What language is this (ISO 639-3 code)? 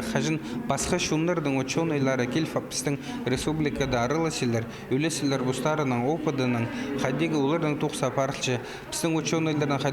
kjh